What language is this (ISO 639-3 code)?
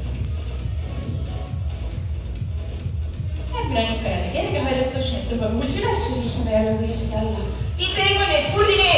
est